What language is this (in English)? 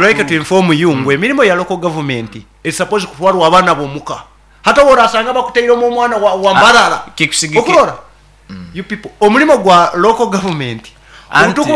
Nyoro